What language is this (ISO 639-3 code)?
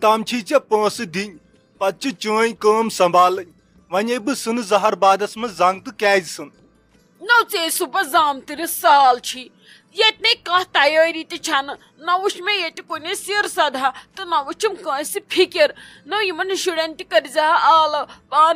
kas